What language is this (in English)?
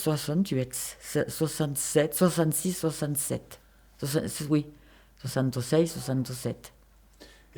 Occitan